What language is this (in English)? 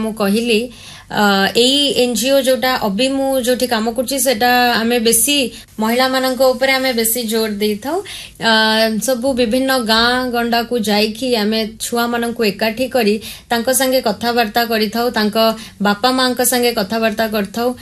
Odia